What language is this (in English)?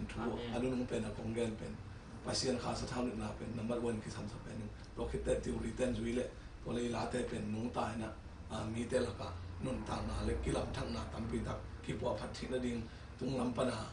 Tedim Chin